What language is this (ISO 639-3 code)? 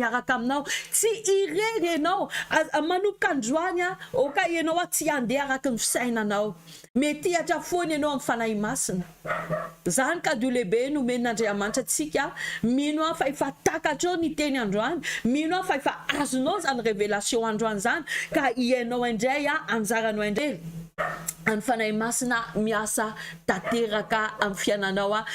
mlg